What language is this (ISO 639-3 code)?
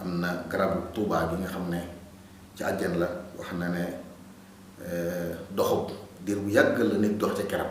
wol